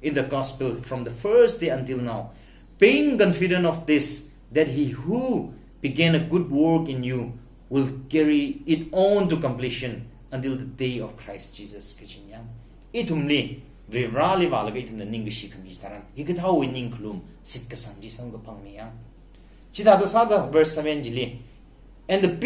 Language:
Tangkhul Naga (India)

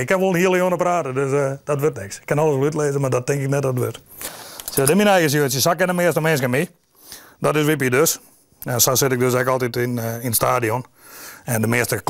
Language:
Western Frisian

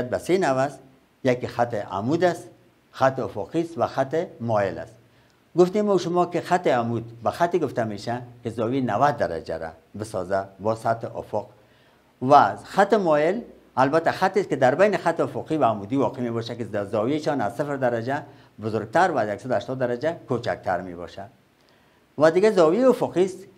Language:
Persian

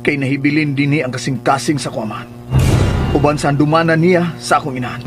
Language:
Cebuano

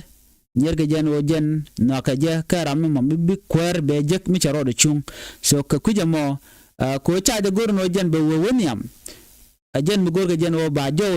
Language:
Nuer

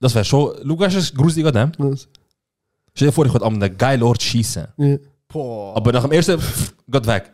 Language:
Swiss German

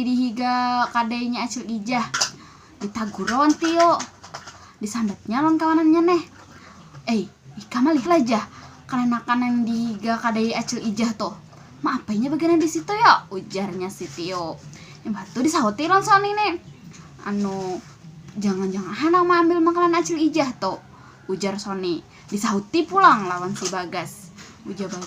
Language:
Banjar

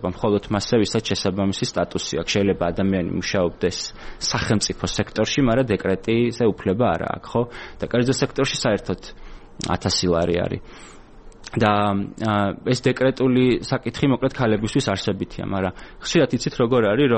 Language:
Georgian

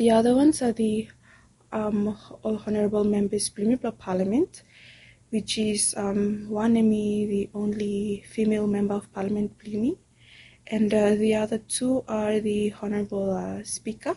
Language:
Bislama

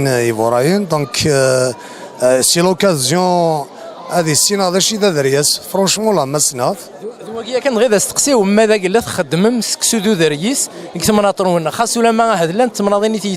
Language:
Kabyle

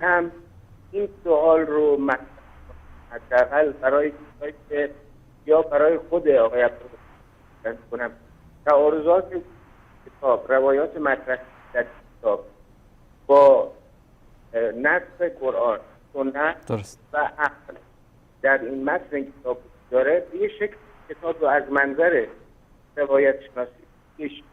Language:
Persian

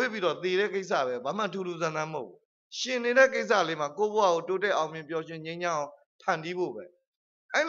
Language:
Burmese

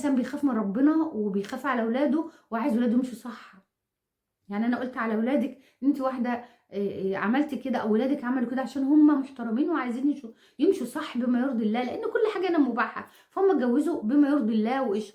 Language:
Egyptian Arabic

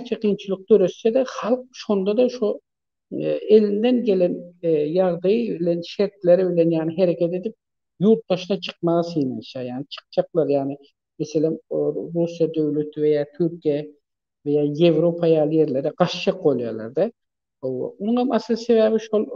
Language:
Turkmen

